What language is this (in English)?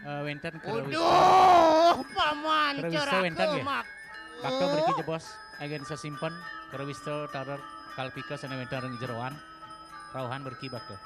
Balinese